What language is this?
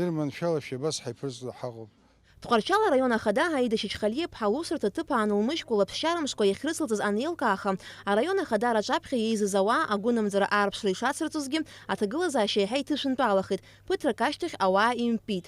Abkhazian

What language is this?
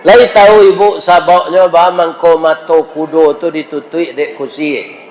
Minangkabau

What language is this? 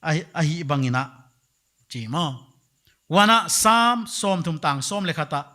Paite Chin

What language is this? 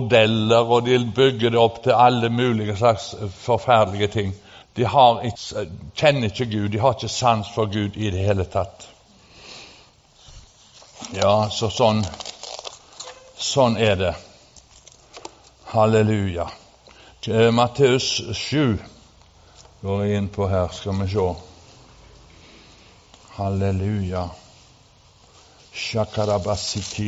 Norwegian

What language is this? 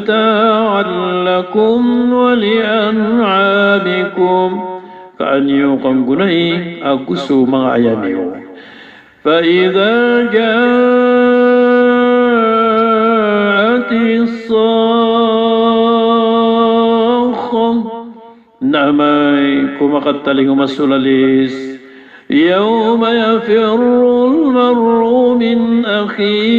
Maranao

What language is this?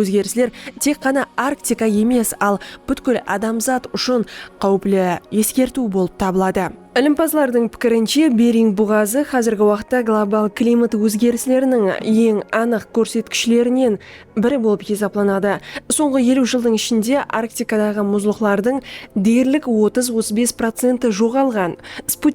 Kara-Kalpak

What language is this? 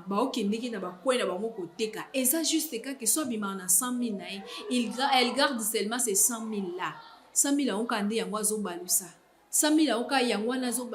Lingala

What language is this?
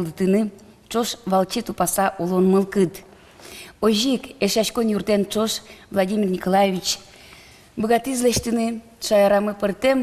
Udmurt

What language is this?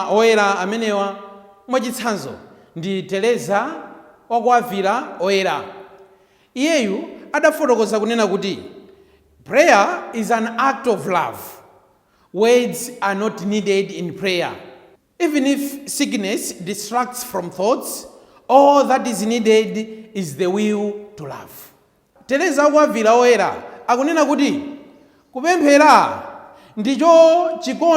Nyanja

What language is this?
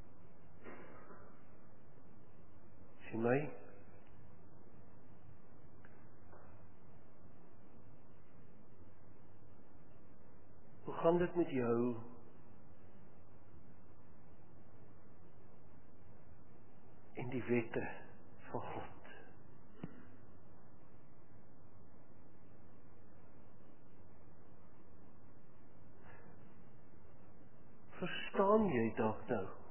Afrikaans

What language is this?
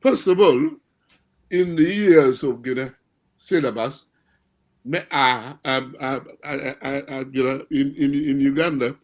Acoli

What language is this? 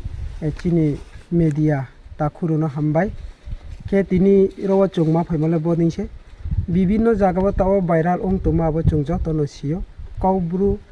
Riang (India)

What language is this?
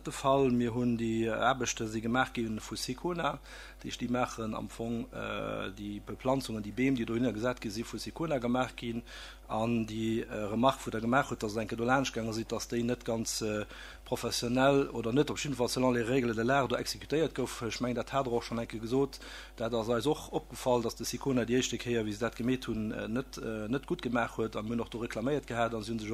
Luxembourgish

